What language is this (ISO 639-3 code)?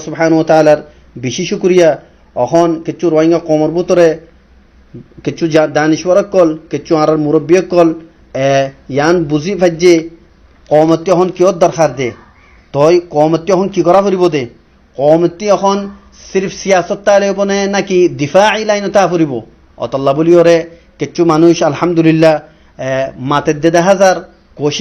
rhg